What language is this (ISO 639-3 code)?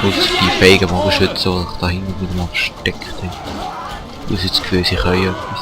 gsw